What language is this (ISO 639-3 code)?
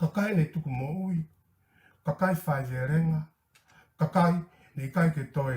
ton